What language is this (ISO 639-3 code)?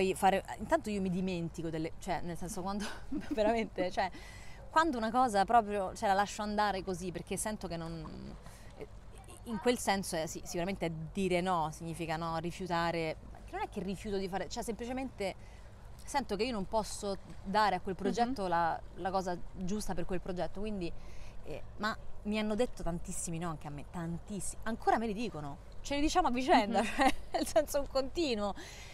ita